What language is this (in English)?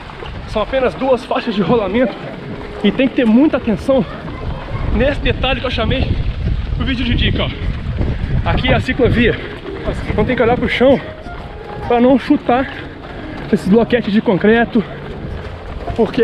Portuguese